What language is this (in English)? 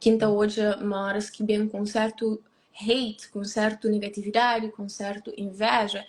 Kabuverdianu